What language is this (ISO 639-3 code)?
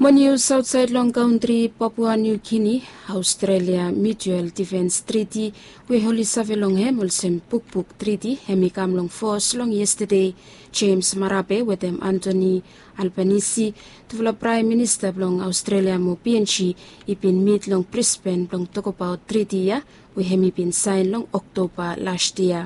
bis